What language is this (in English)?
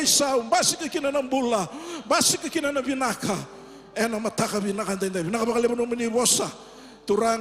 Fijian